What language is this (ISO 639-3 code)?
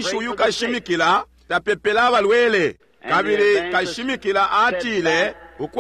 bem